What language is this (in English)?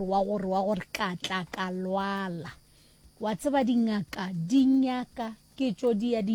Northern Sotho